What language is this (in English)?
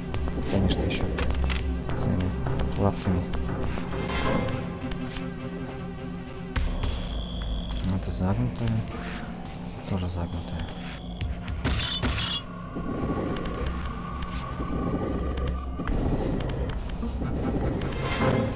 Russian